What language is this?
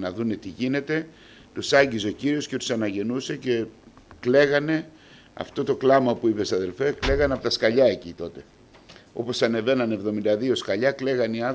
Greek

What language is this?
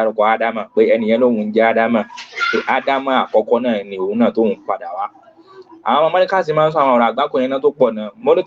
Yoruba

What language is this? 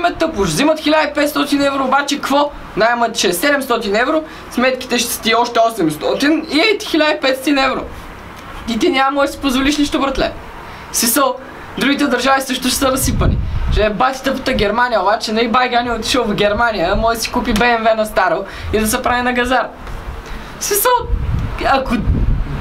Bulgarian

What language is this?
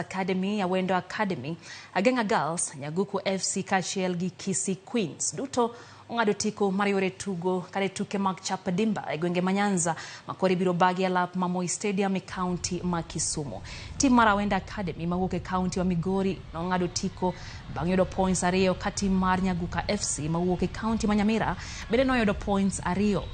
Luo (Kenya and Tanzania)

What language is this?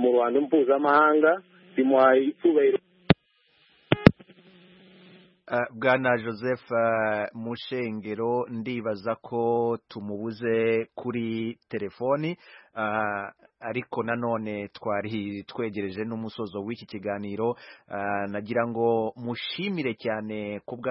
Kinyarwanda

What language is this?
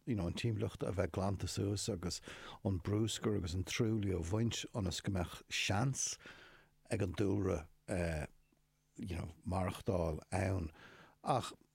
Irish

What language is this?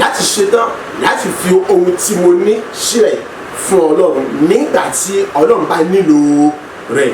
Yoruba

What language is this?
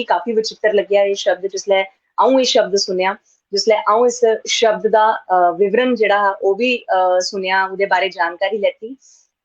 Dogri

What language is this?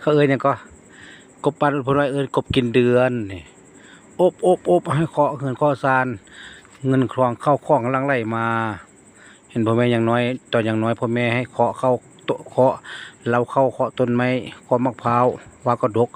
Lao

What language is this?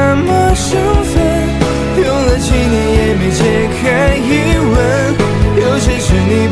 Chinese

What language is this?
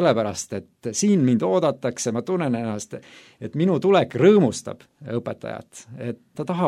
Estonian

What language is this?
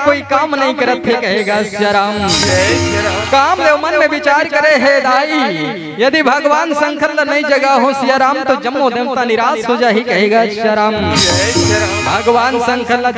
Chhattisgarhi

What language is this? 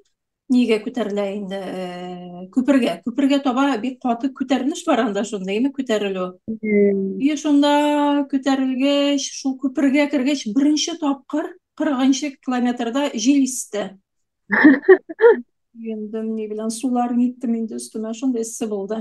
Tatar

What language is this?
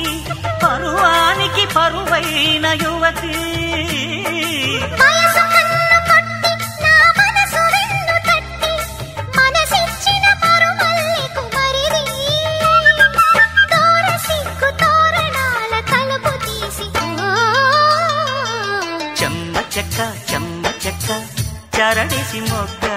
Telugu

